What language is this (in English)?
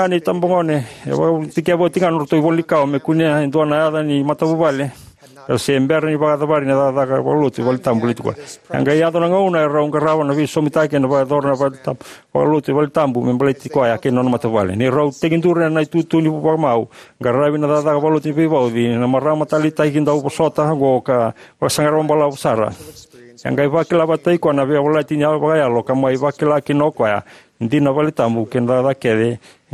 Fijian